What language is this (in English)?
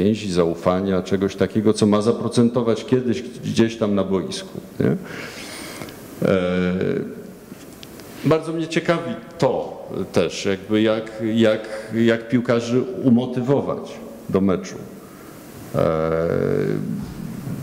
Polish